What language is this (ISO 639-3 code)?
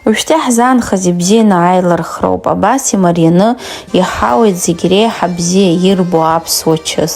abk